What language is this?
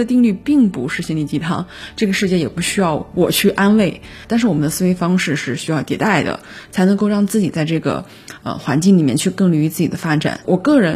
Chinese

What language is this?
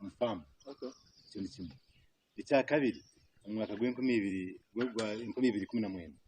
Nyankole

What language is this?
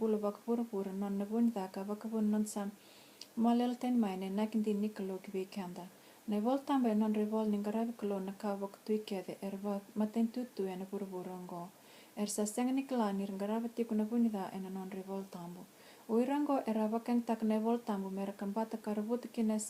Fijian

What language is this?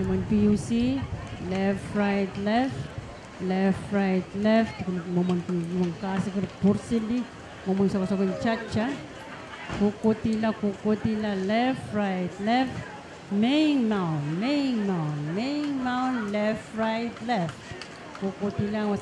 Pohnpeian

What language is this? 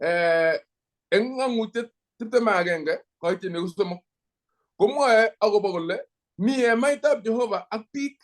Kalenjin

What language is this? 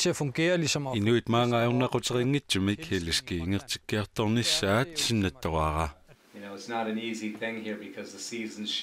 Kalaallisut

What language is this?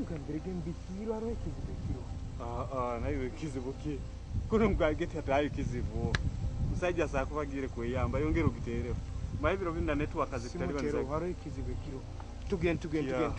Nyoro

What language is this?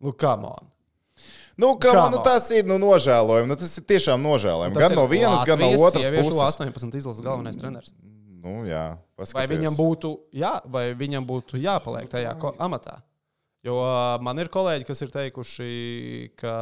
Latvian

